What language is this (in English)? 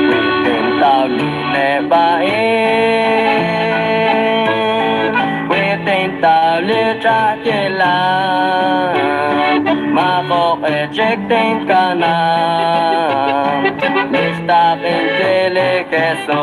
Kekchí